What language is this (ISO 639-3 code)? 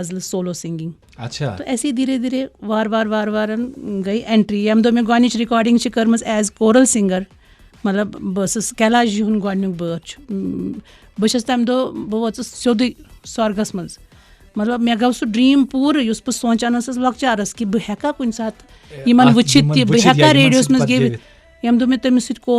kas